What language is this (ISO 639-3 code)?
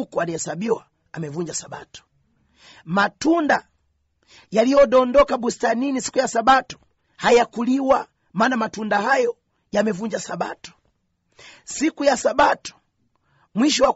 swa